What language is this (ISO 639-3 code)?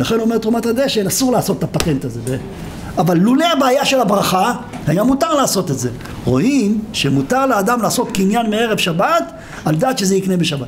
heb